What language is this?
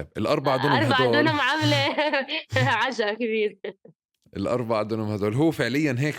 North Levantine Arabic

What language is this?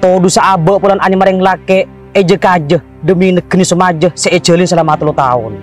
Madurese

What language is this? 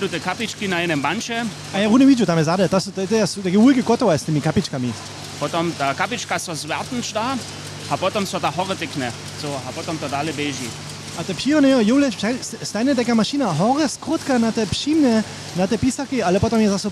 Upper Sorbian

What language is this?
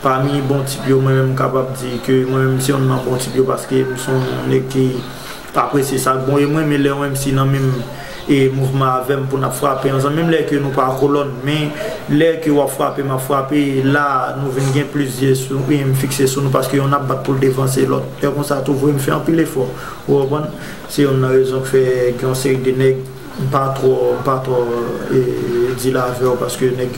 Haitian Creole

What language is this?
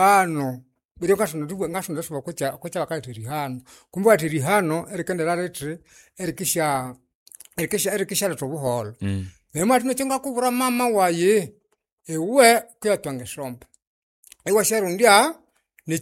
Nande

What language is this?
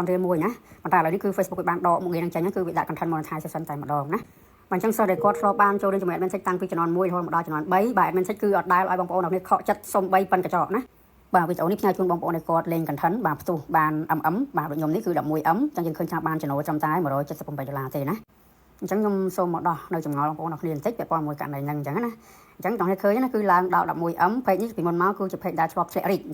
Khmer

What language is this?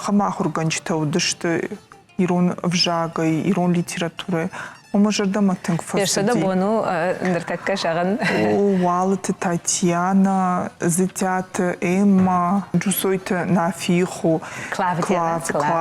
Ossetic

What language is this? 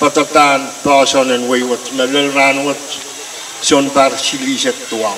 Pohnpeian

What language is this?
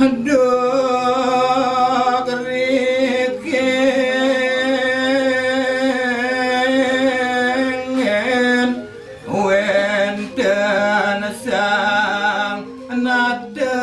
Balinese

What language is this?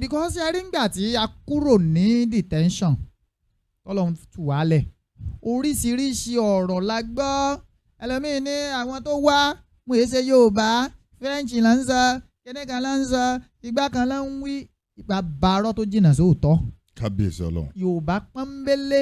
Yoruba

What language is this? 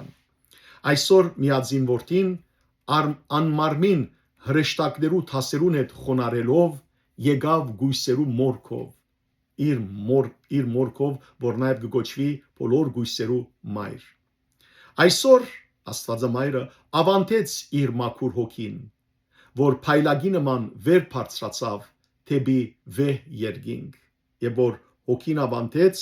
Western Armenian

